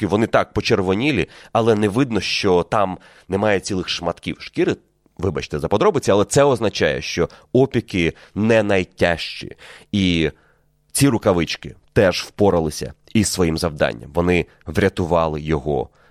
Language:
Ukrainian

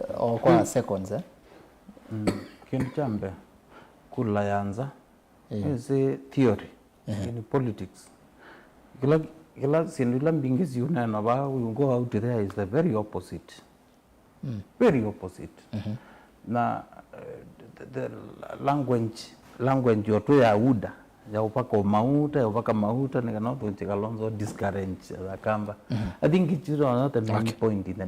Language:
Kamba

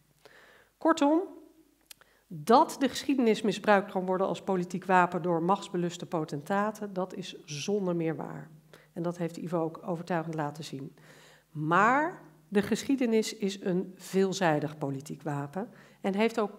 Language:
Dutch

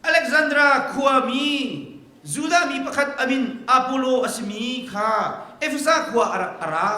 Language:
Hakha Chin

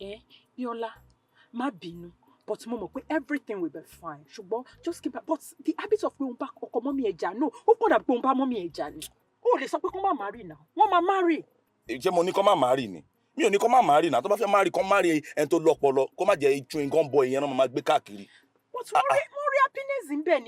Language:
Yoruba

